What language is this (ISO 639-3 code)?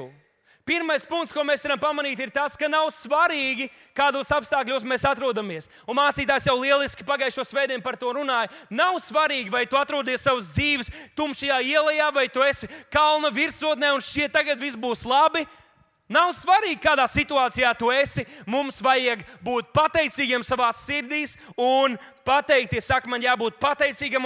lav